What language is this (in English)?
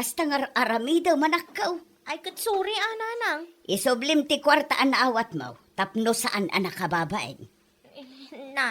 Iloko